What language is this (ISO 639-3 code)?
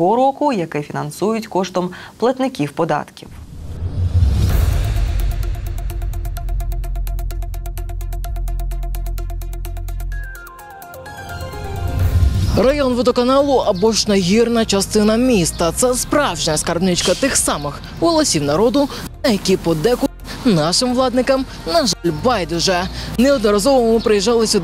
ukr